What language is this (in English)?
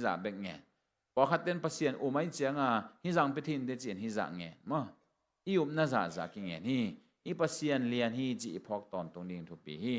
Tedim Chin